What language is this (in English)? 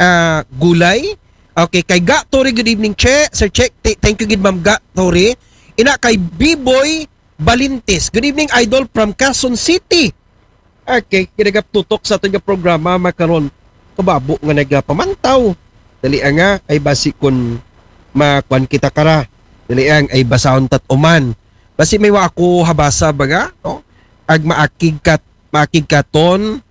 Aklanon